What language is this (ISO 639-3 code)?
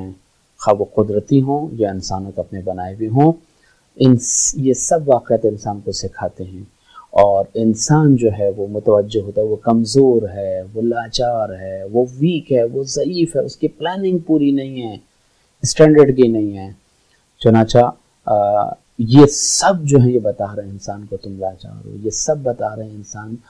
urd